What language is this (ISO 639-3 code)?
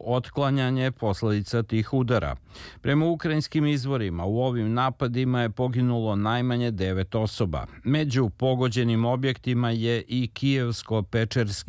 srp